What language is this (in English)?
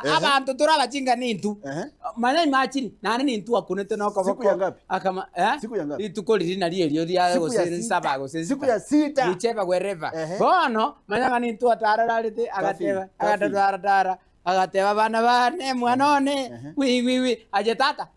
Gusii